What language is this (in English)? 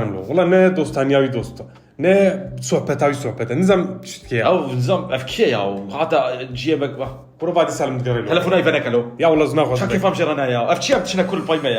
Kurdish